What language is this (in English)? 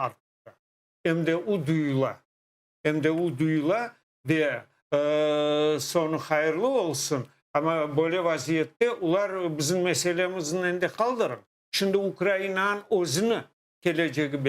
Crimean Tatar